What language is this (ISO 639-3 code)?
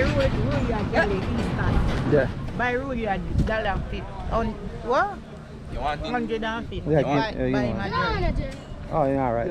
jam